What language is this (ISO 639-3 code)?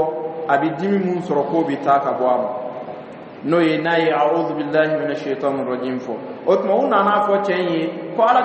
dyu